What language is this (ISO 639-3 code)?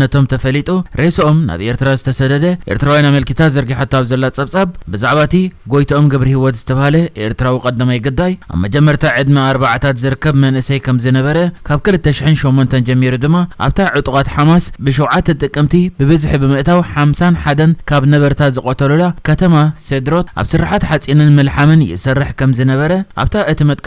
tir